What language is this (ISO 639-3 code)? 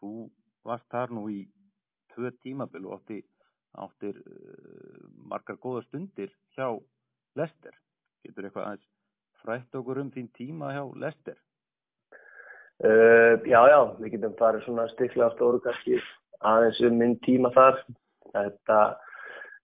isl